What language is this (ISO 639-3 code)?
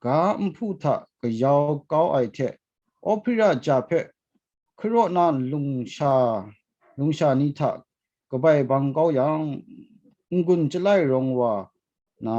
kac